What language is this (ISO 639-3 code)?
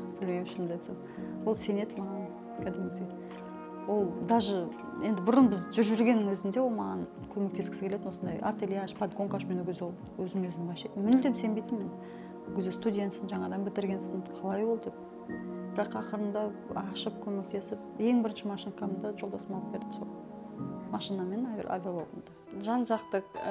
kaz